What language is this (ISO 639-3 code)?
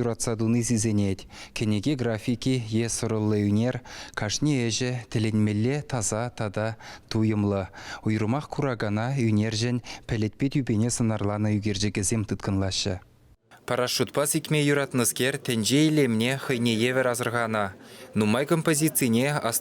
chv